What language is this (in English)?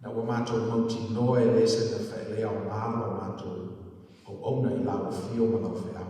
Samoan